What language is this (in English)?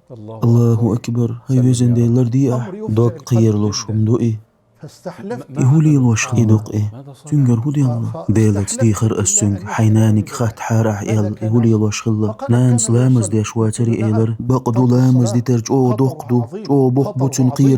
Chechen